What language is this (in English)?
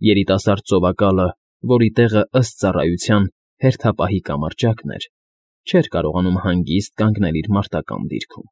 Armenian